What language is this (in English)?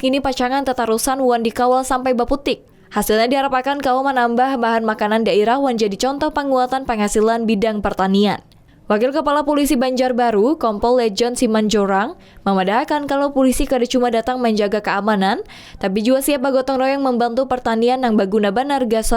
Banjar